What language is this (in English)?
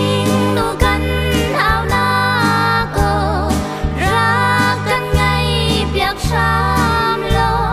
Hakha Chin